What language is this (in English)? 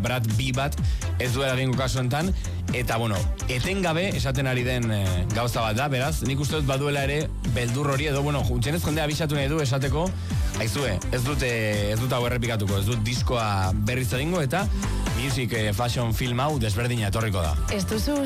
Basque